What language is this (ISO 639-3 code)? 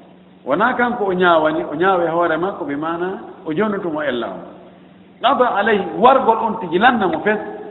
ful